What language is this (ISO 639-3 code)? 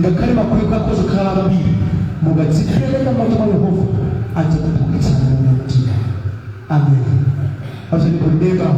nya